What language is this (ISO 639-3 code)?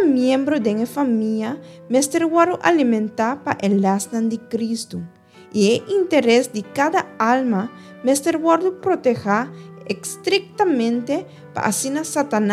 pap